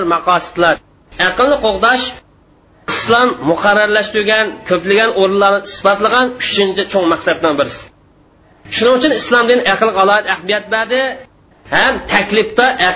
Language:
Uyghur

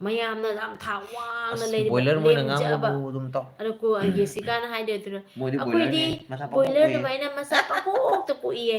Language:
Manipuri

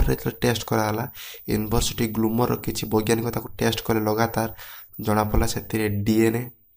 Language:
Odia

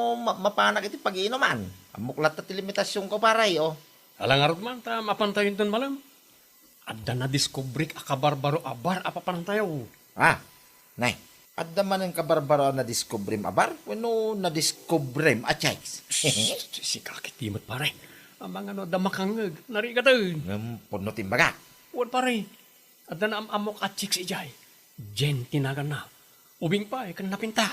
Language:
Iloko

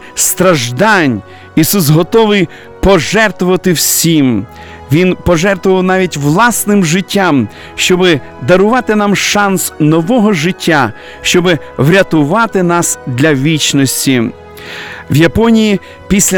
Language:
Ukrainian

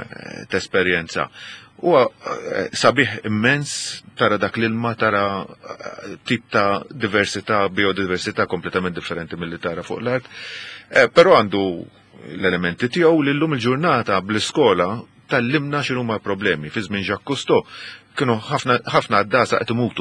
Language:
Maltese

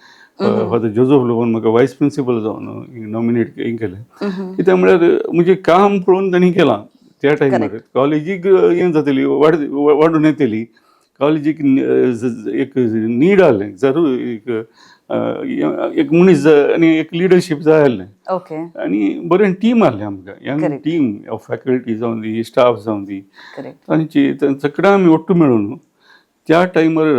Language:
Konkani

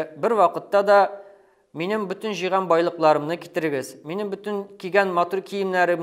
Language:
Bashkir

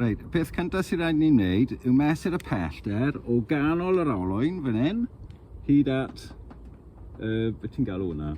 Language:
Welsh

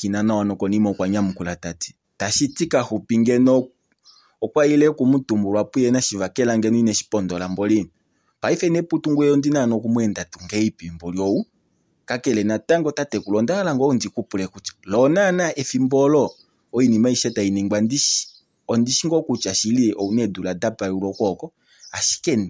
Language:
Kuanyama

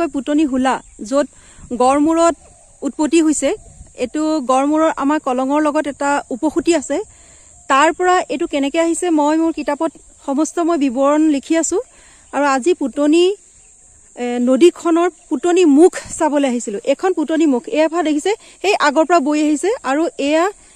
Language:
Assamese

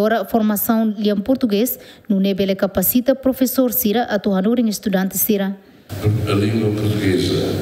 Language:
Tetum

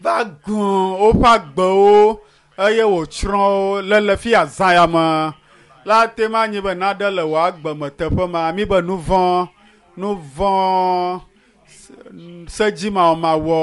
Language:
Ewe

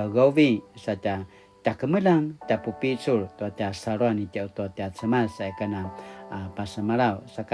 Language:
Paiwan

